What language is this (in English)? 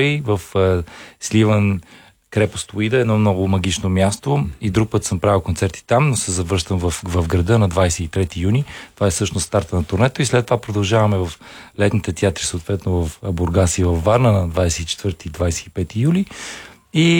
Bulgarian